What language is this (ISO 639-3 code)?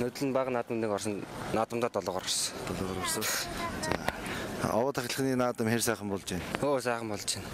mon